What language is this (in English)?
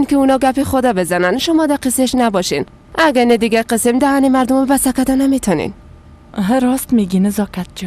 Persian